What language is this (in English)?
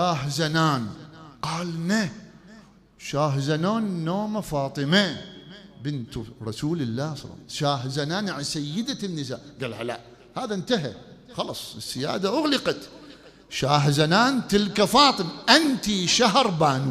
Mesopotamian Arabic